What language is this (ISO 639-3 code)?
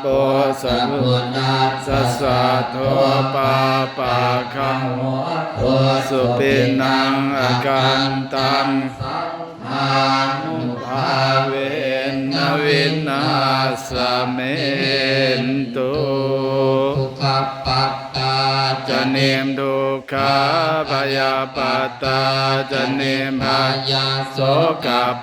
pli